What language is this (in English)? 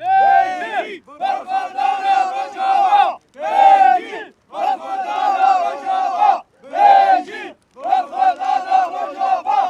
Kurdish